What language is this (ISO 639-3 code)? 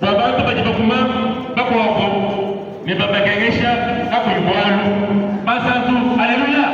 lua